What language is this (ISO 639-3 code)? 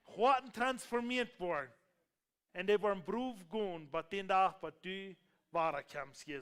pdt